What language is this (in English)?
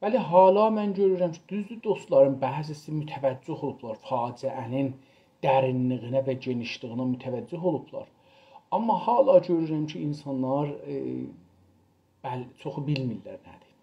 South Azerbaijani